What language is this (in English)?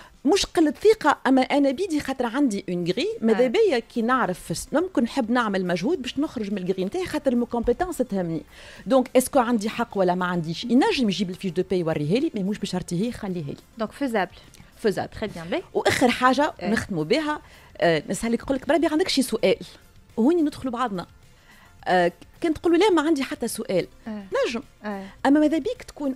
Tunisian Arabic